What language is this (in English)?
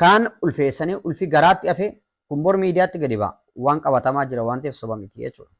Oromo